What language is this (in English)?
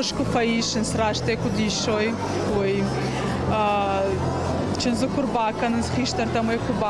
Ossetic